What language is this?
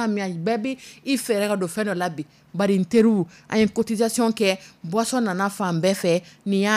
Dyula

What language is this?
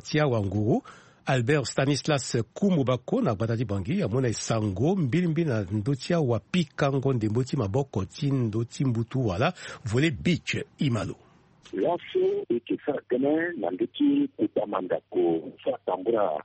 Sango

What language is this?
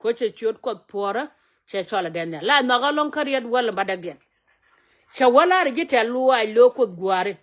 Nuer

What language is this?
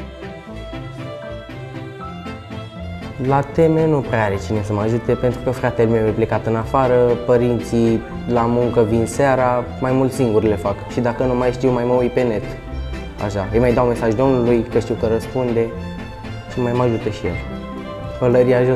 Romanian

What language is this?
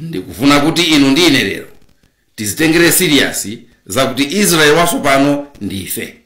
Nyanja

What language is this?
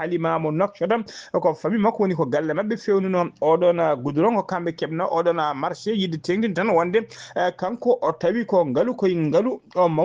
Fula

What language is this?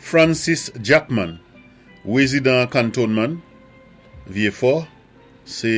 Saint Lucian Creole French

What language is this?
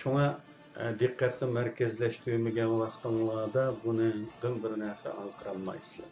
Uyghur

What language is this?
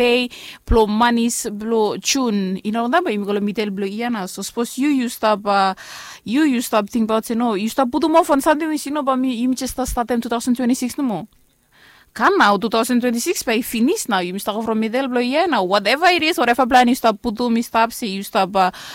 Bislama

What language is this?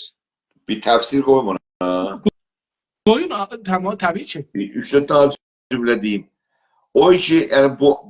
South Azerbaijani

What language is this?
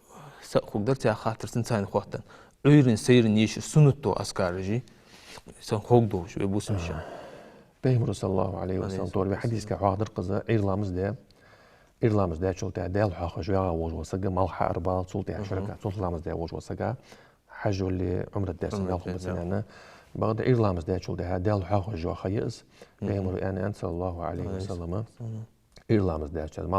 Ingush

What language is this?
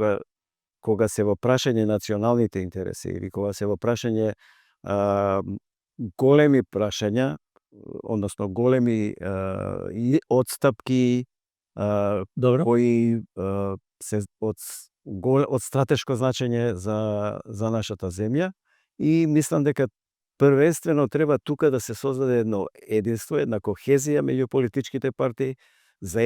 Macedonian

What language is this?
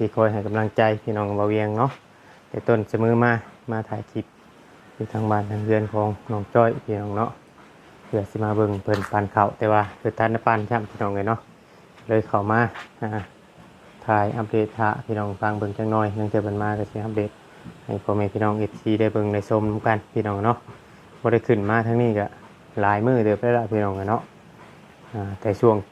Northeastern Thai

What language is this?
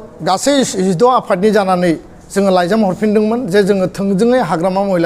Bodo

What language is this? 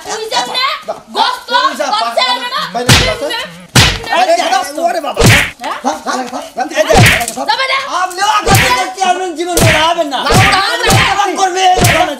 Bangla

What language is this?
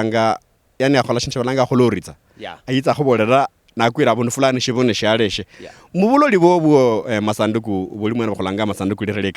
Luyia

